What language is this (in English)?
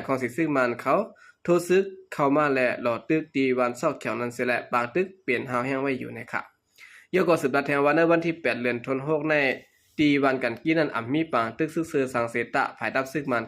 Shan